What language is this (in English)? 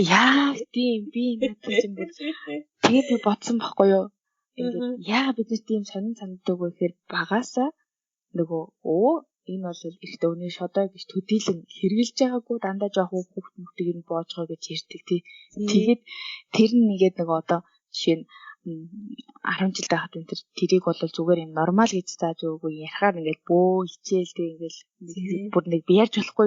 Mongolian